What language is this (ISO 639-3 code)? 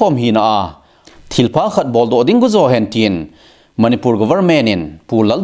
tcz